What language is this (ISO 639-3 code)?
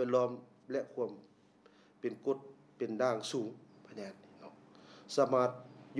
lao